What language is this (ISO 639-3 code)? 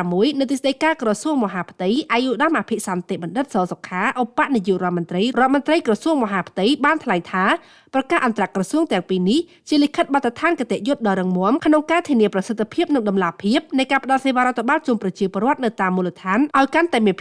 khm